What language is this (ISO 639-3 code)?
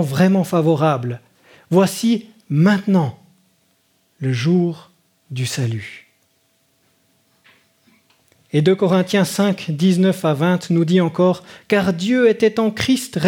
fra